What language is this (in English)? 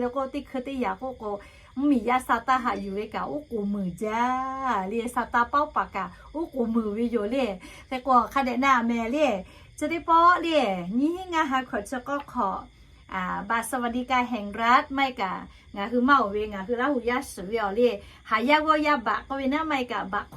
Lahu